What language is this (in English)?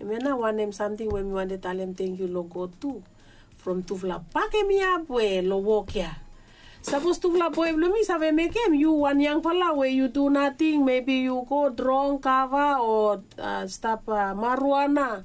Bislama